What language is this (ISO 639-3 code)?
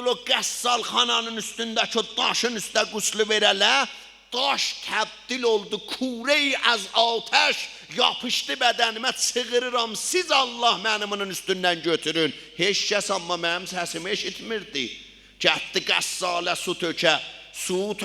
azb